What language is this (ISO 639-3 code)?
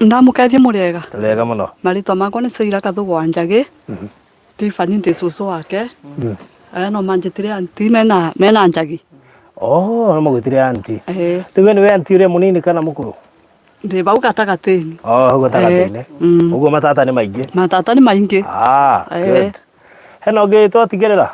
kik